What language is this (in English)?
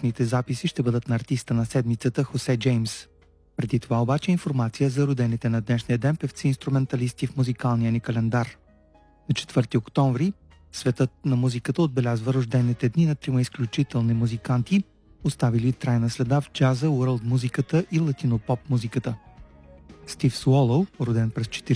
Bulgarian